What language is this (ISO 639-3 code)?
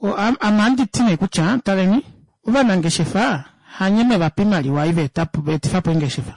kua